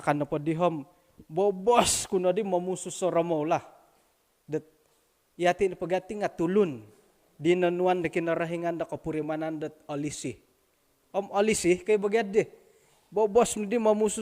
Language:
Central Dusun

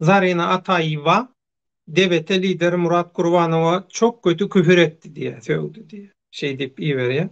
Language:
Turkmen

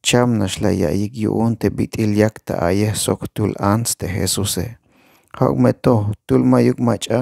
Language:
Tzeltal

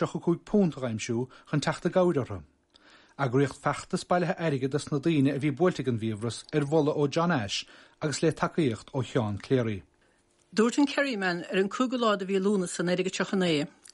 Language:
Irish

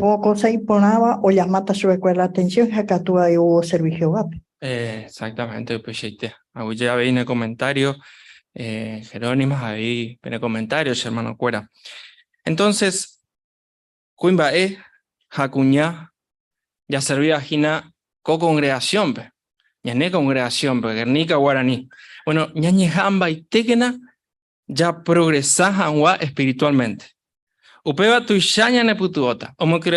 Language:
Guarani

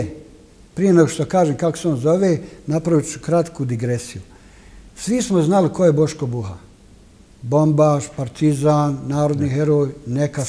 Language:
Bosnian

